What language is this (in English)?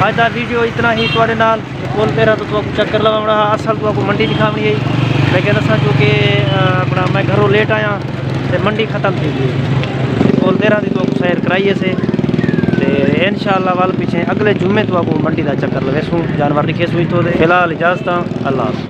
Saraiki